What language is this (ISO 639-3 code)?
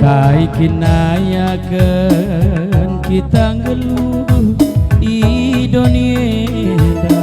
btx